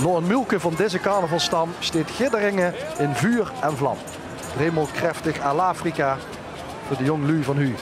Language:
Limburgish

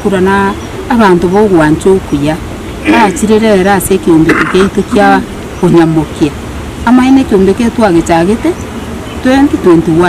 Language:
Gusii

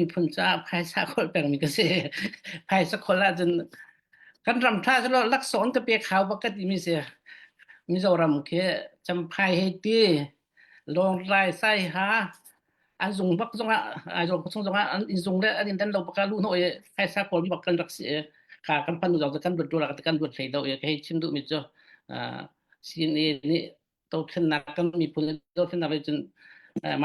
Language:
Falam Chin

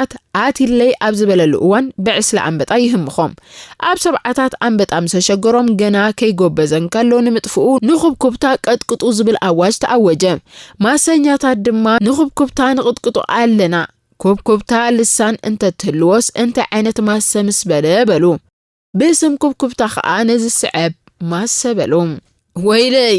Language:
Tigrinya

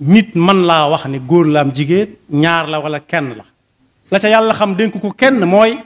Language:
Wolof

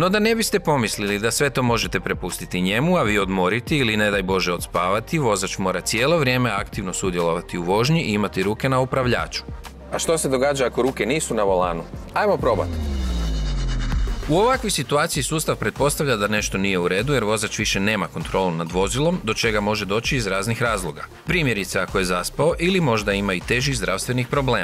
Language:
Croatian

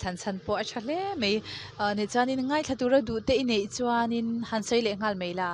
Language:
Mizo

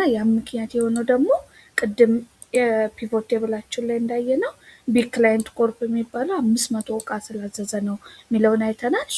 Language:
Amharic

